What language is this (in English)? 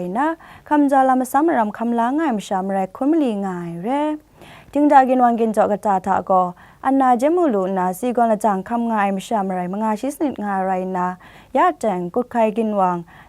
Kachin